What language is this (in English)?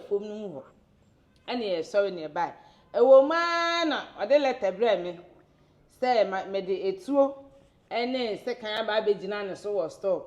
Akan